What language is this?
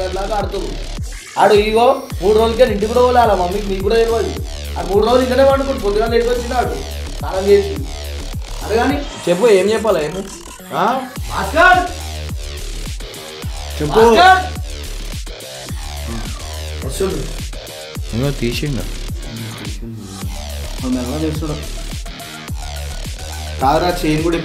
Telugu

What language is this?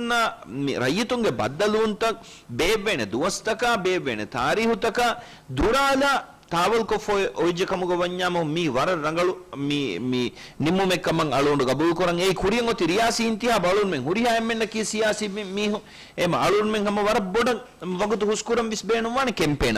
Divehi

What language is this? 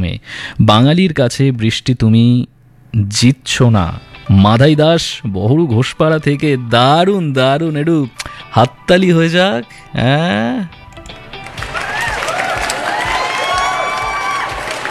Bangla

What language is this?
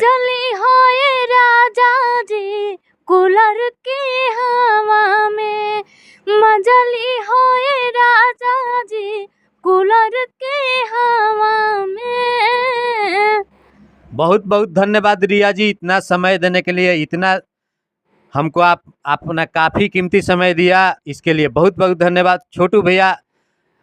Bhojpuri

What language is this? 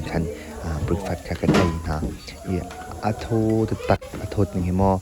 Hakha Chin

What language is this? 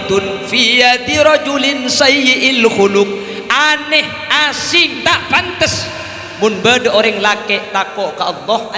Madurese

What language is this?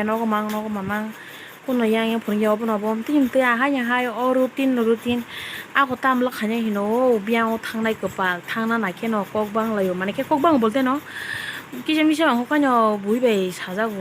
Kok Borok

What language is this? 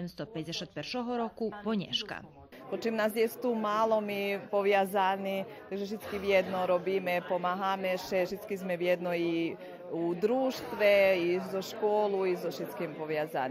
Rusyn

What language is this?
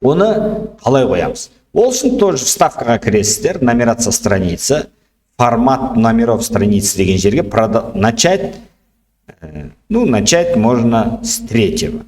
Kazakh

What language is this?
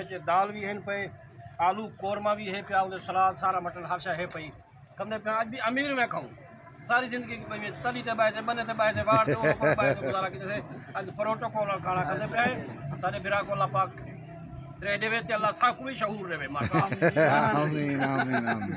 Saraiki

